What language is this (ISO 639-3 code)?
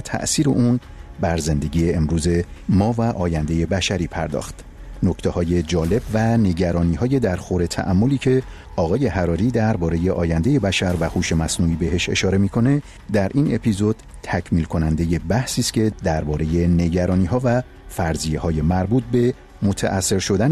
fas